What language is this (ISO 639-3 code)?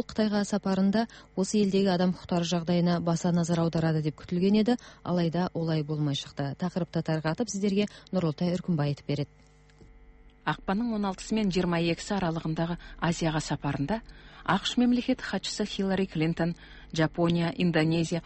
kaz